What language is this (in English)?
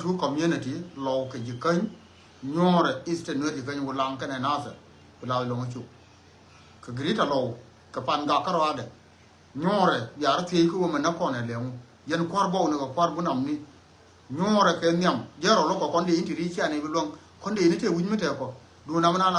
Nuer